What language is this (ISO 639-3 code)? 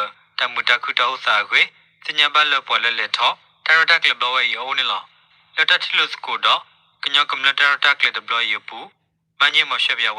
ksw